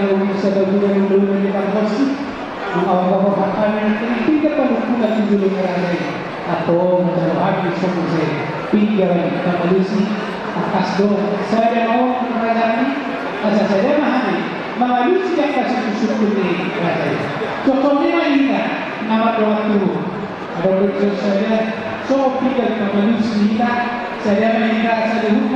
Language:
Batak Toba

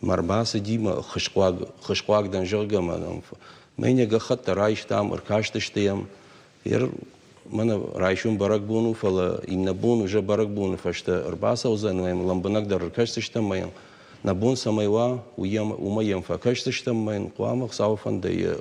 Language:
Ossetic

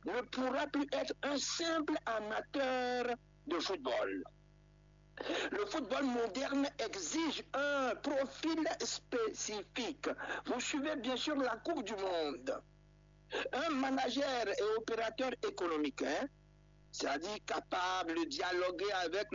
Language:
French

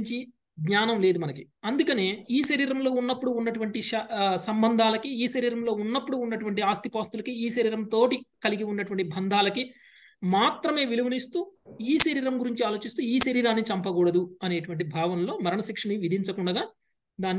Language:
Telugu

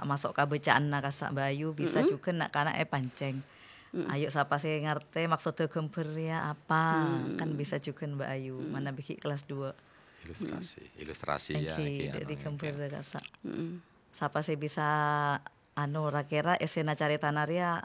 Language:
Madurese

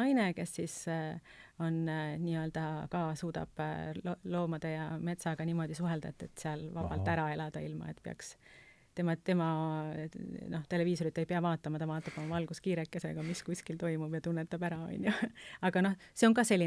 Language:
Estonian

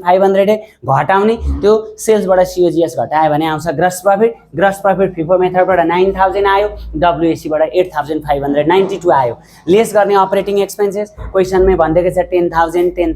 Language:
Nepali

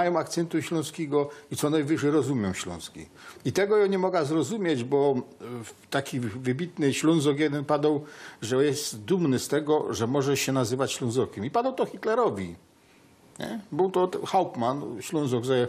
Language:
Silesian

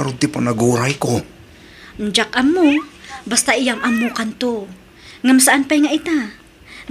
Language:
Iloko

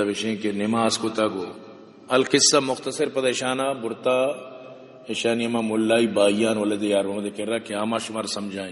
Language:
Eastern Balochi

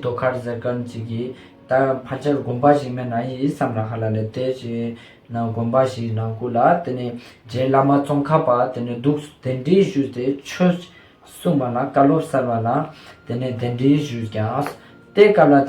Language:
Ladakhi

